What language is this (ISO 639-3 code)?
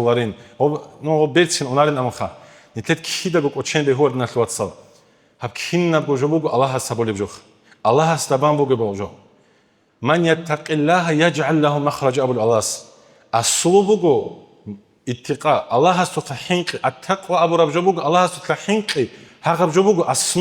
ava